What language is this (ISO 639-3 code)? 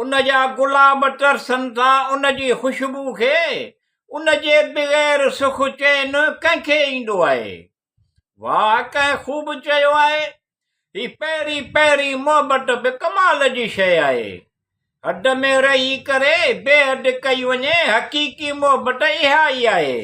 snd